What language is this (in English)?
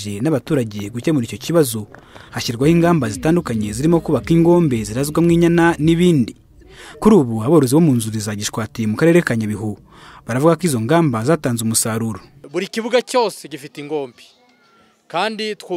Kinyarwanda